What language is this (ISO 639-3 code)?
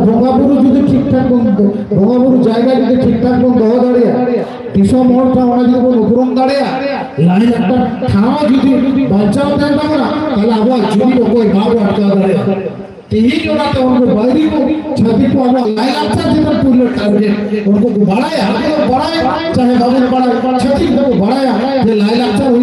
sat